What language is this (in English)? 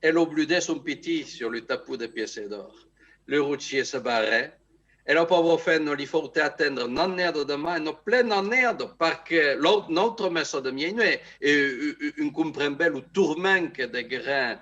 Occitan